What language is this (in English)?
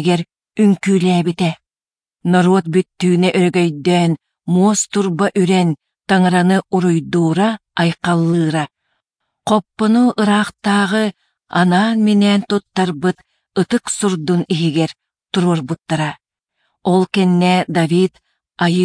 Yakut